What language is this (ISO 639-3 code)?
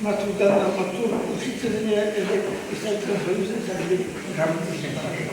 chv